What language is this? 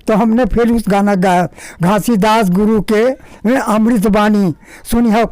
Chhattisgarhi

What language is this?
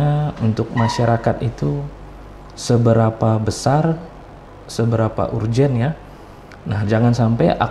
Indonesian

